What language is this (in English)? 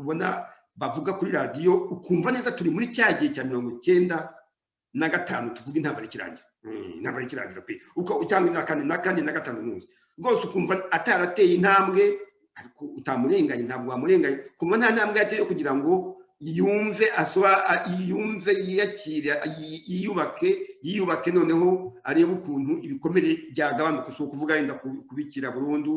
Kinyarwanda